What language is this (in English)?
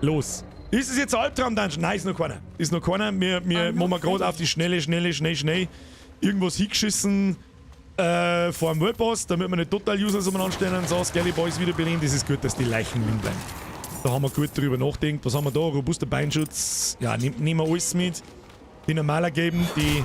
Bavarian